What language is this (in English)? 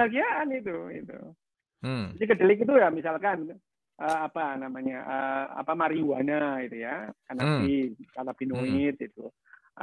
Indonesian